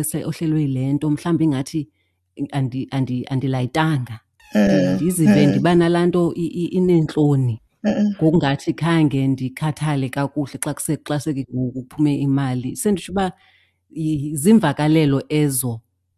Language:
Xhosa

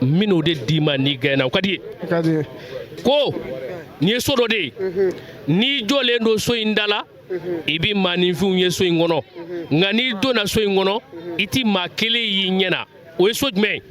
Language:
Bambara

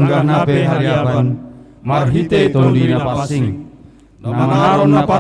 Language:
Batak Simalungun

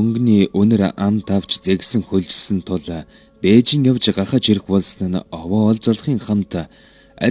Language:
Mongolian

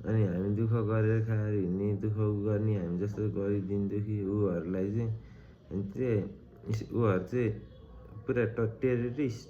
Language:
Nepali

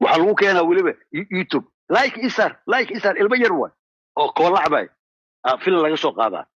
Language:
Somali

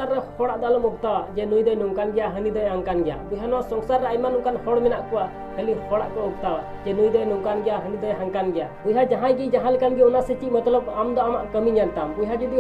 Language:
Santali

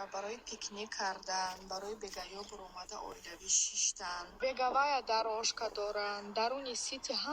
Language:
Tajik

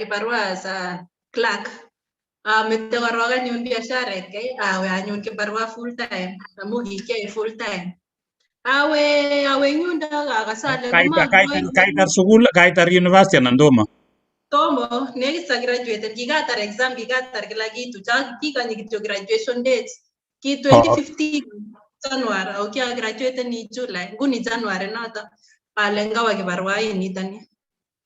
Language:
Kalenjin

